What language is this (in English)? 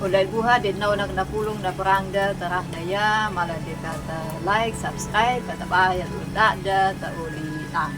Anakalangu